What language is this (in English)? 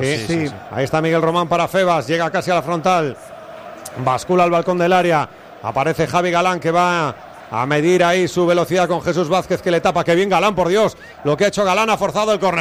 Spanish